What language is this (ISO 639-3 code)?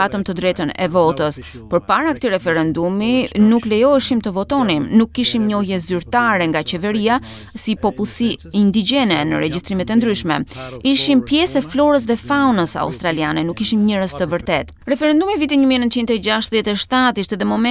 sqi